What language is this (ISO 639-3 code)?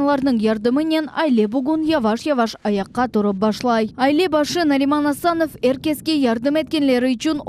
crh